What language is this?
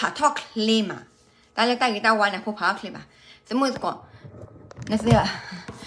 S'gaw Karen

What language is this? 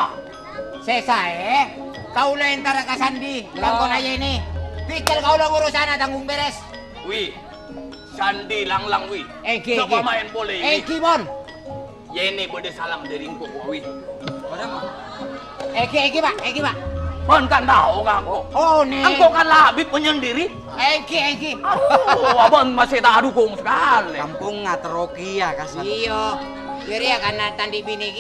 Madurese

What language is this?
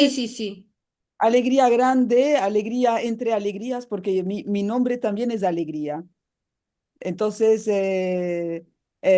Ladino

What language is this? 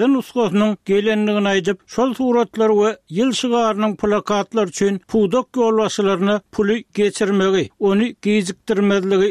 Turkmen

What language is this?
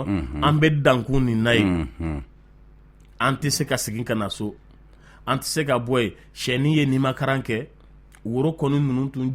Bambara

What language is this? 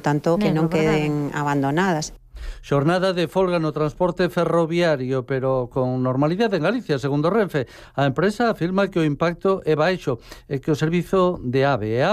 Galician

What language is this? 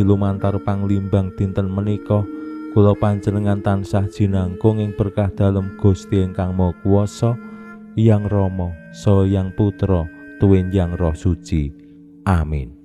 Javanese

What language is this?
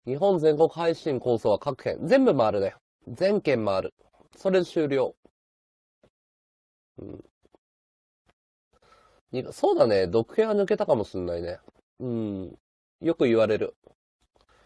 Japanese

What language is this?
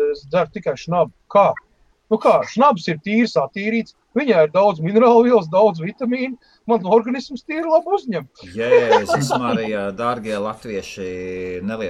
Latvian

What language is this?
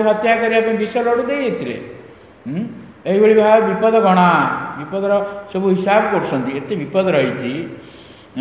Odia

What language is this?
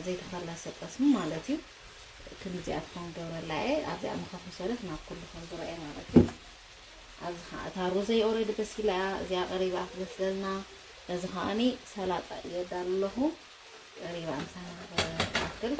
Tigrinya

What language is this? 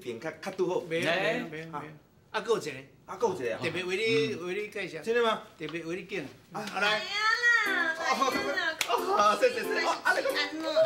Min Nan Chinese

